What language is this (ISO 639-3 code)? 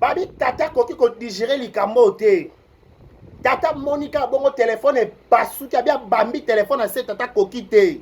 lin